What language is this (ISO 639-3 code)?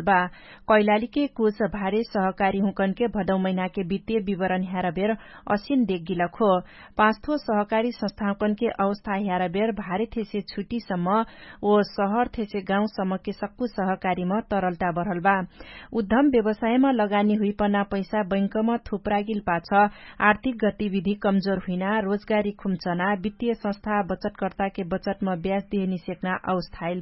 thl